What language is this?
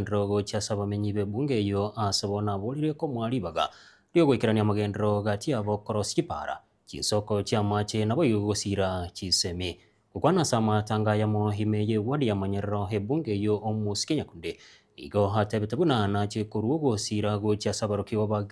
Gusii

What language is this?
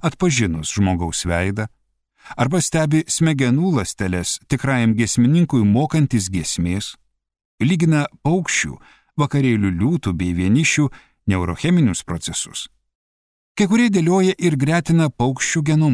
Lithuanian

